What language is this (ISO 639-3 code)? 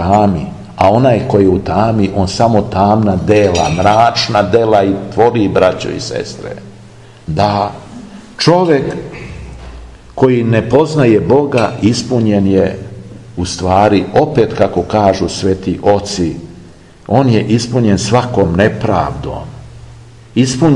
srp